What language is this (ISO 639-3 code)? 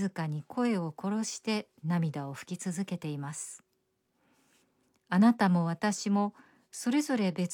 jpn